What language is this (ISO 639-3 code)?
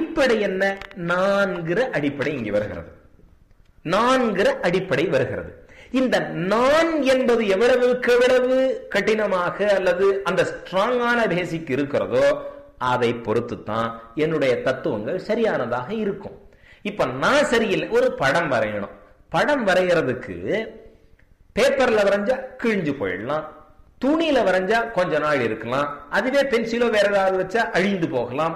tam